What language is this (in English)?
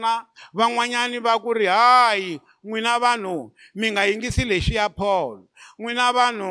Tsonga